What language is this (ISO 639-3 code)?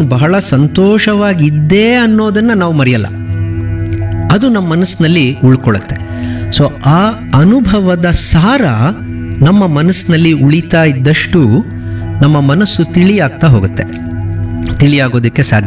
kan